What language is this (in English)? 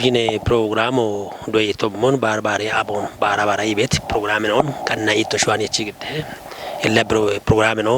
Kafa